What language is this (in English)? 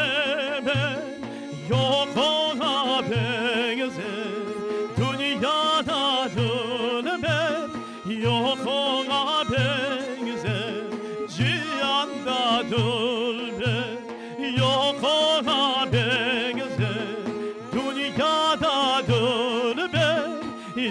Crimean Tatar